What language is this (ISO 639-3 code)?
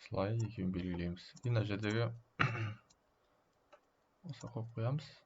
kaz